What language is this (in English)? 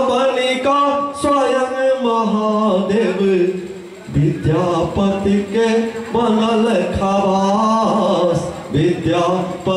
Maithili